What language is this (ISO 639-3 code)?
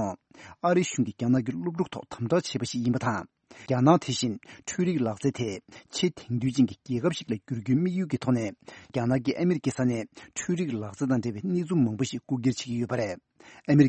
bod